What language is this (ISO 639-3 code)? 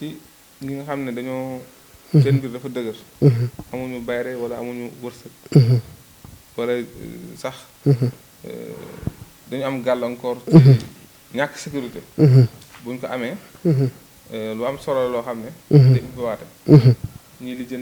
wol